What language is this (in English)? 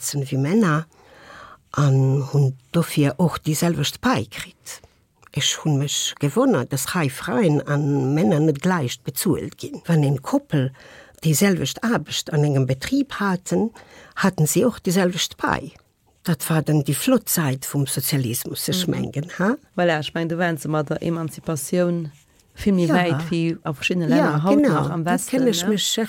Luxembourgish